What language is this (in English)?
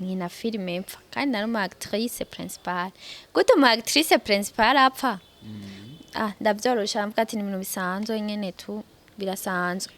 Rundi